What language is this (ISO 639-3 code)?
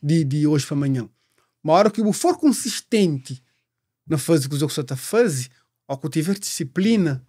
kea